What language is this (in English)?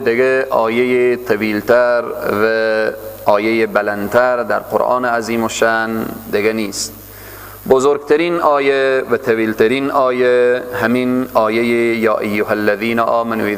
Persian